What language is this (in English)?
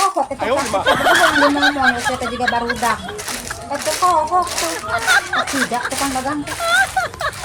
Sundanese